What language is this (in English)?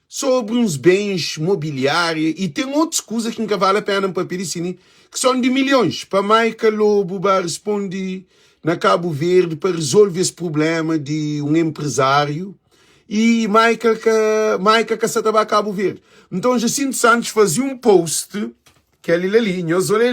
Kabuverdianu